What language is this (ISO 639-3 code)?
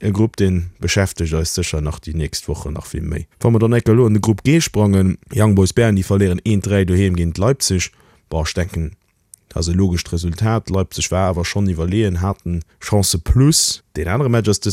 ltz